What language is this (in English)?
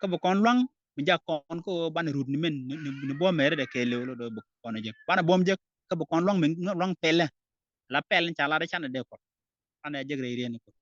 Nuer